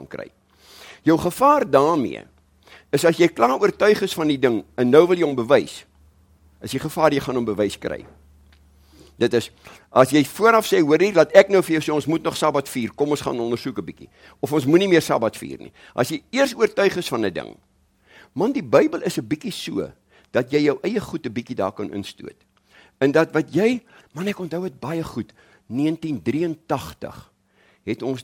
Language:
Afrikaans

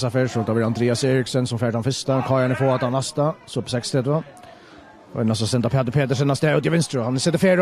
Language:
Faroese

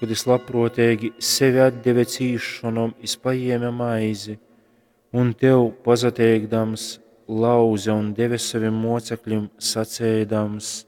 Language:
Latgalian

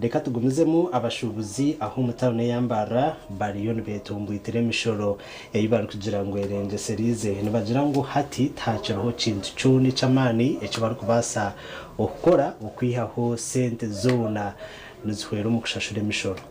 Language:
Nyankole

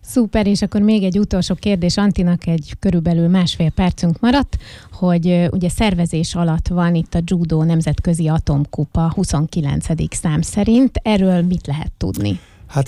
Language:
Hungarian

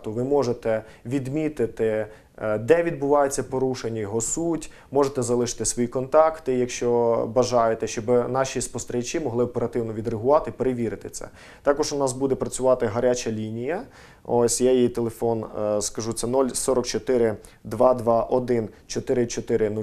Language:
Ukrainian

